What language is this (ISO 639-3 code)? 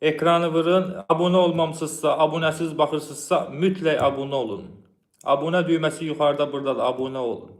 aze